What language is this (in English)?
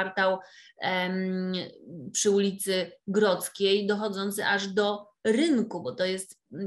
Polish